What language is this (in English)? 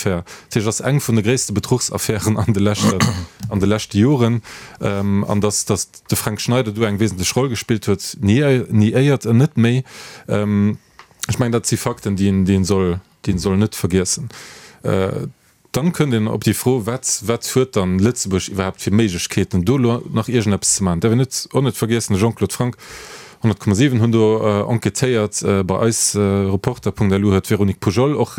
Luxembourgish